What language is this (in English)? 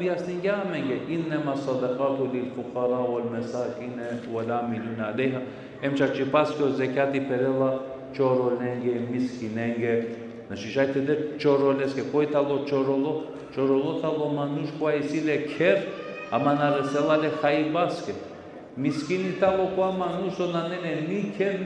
Balkan Romani